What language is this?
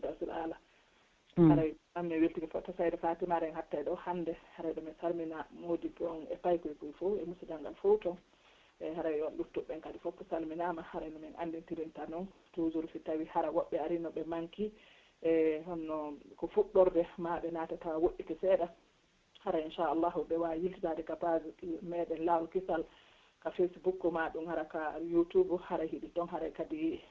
Pular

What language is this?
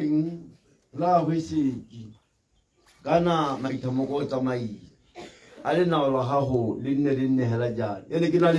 Tswana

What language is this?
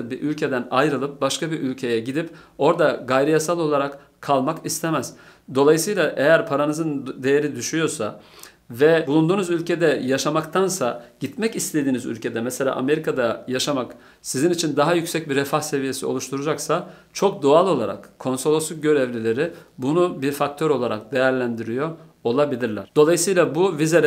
Turkish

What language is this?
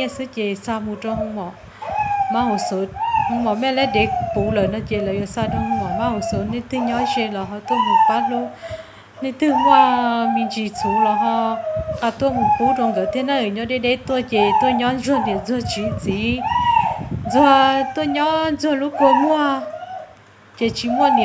Hmong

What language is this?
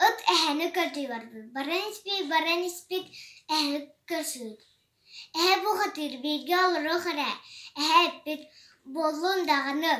Yakut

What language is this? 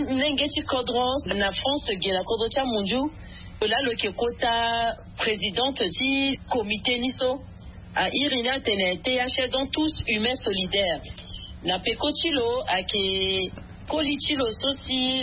Sango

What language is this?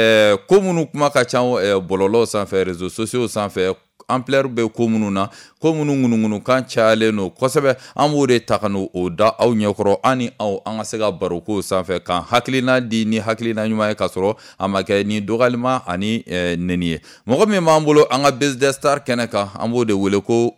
Bambara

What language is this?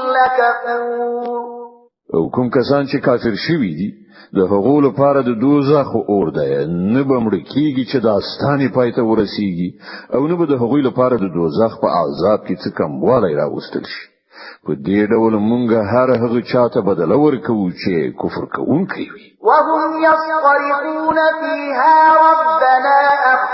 Pashto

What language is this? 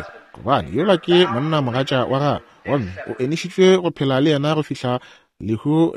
Northern Sotho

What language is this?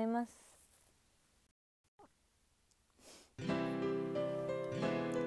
Japanese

